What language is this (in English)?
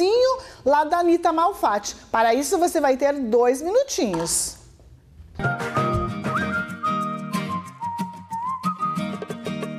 Portuguese